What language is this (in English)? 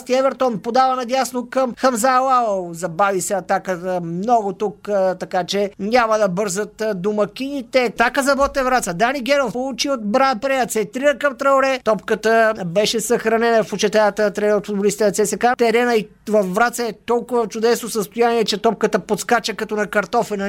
Bulgarian